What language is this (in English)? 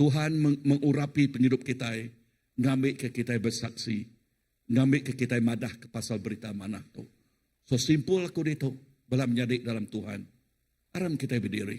Iban